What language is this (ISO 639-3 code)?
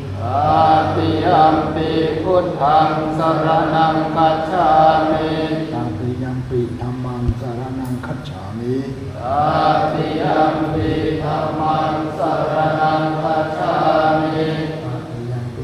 pli